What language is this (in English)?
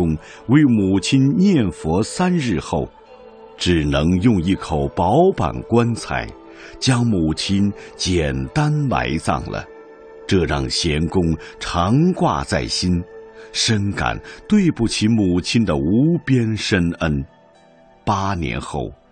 Chinese